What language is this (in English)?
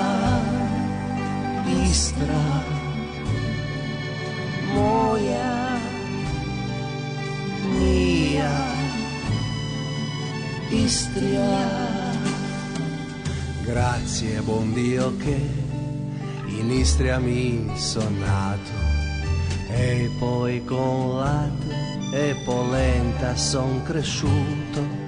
Croatian